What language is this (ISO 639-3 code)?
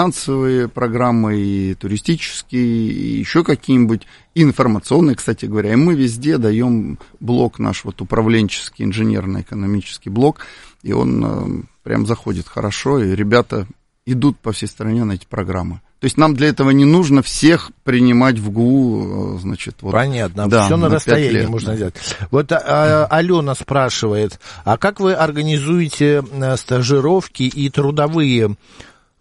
rus